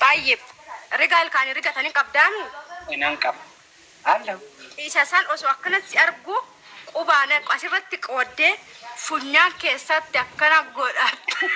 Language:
Oromo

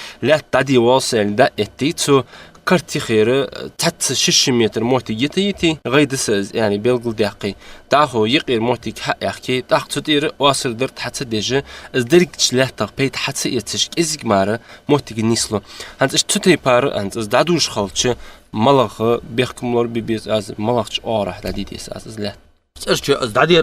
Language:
Ingush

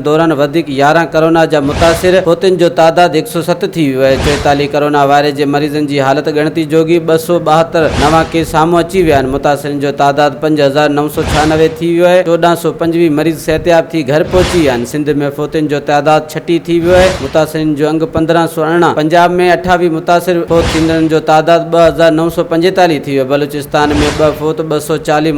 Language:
Sindhi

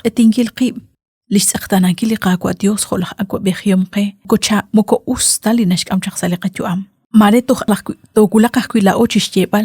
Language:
Kekchí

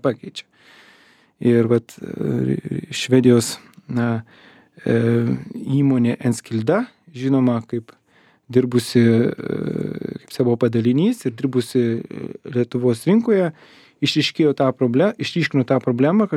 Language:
Lithuanian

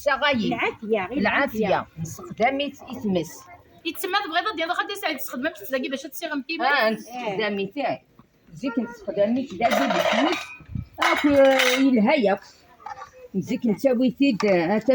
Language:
Kabyle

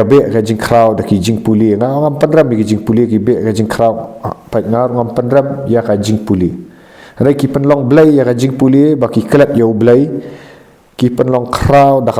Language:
Khasi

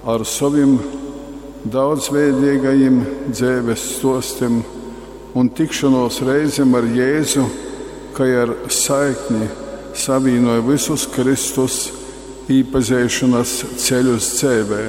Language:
Latgalian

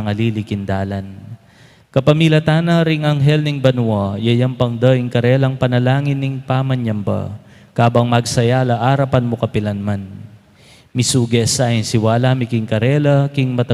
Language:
Pampanga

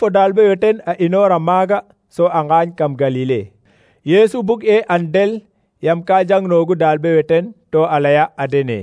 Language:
Serer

